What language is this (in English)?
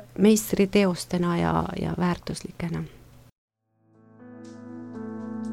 Estonian